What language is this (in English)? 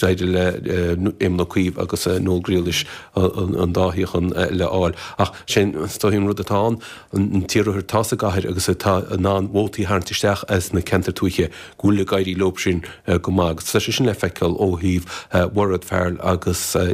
Irish